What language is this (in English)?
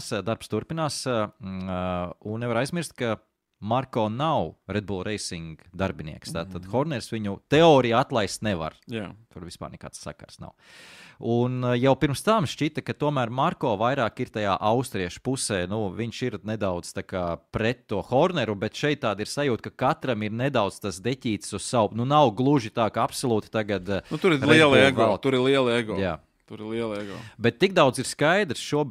Latvian